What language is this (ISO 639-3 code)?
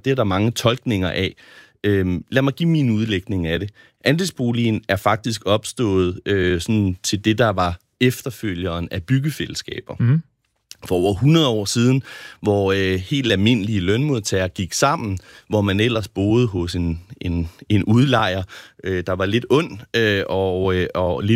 dan